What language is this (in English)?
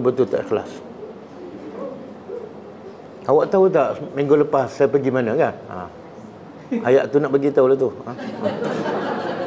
Malay